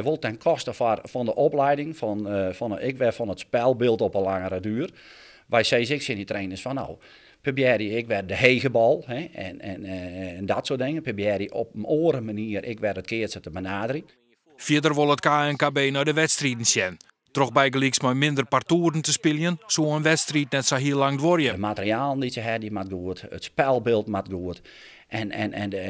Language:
Western Frisian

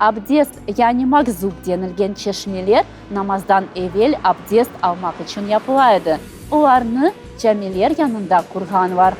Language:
Crimean Tatar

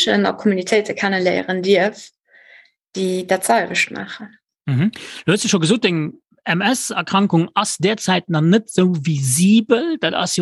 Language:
Luxembourgish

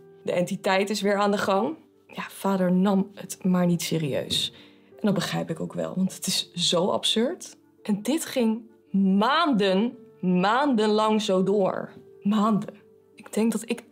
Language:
Dutch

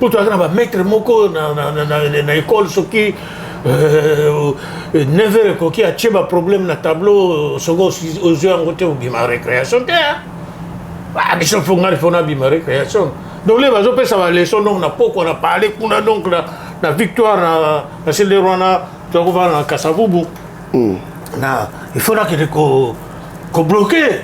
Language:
Lingala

